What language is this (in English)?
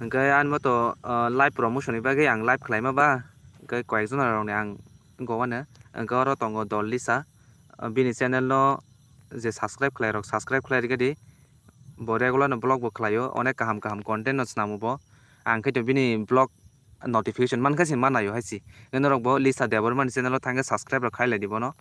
Kok Borok